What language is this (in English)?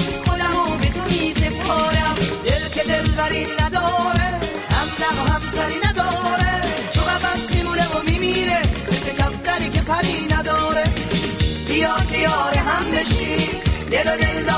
Persian